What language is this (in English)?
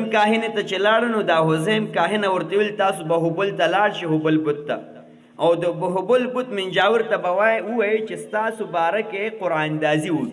Pashto